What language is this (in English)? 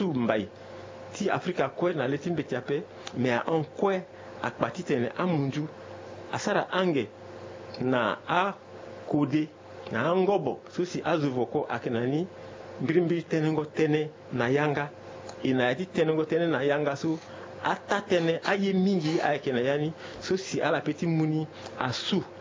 Sango